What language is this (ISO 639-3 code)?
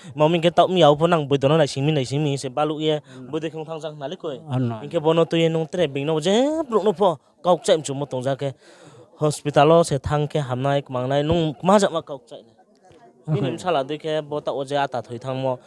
ria